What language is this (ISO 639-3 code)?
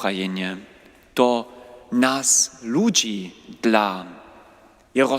hsb